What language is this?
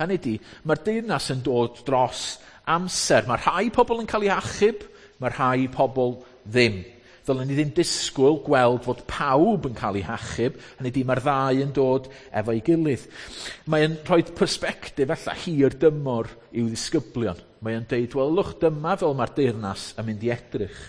Welsh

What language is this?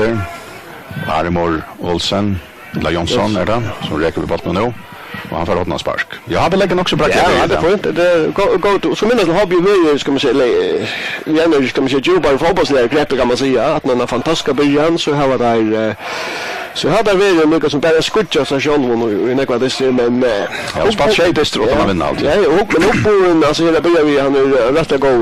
Faroese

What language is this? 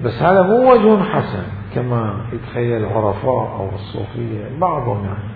Mesopotamian Arabic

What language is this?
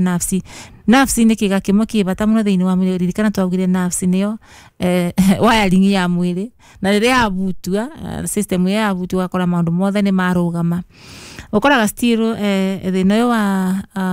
Kikuyu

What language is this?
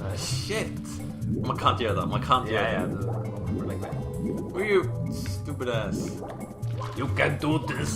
Faroese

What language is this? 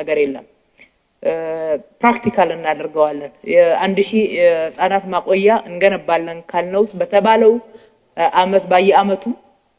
Amharic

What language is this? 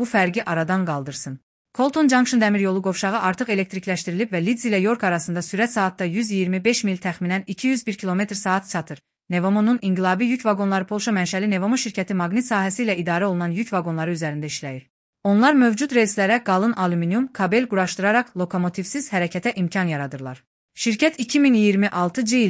Azerbaijani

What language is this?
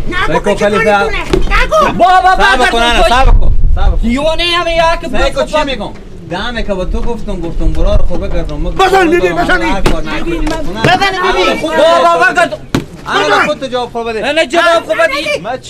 Persian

